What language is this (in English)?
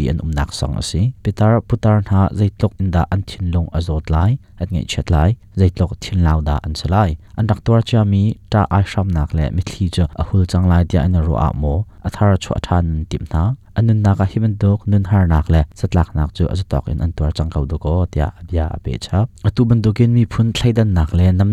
Hakha Chin